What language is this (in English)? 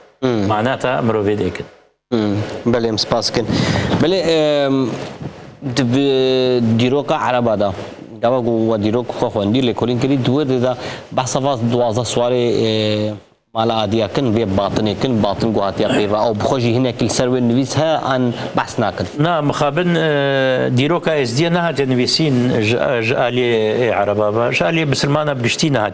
Kurdish